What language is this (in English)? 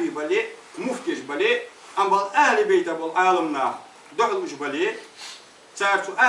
Ingush